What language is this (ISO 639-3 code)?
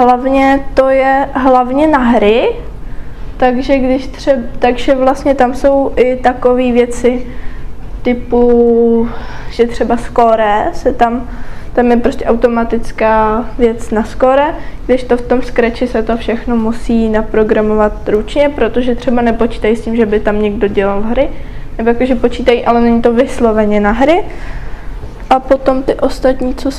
ces